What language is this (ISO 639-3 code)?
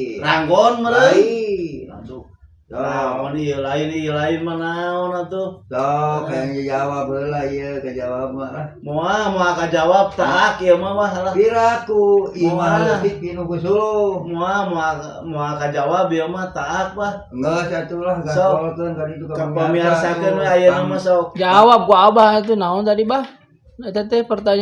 sun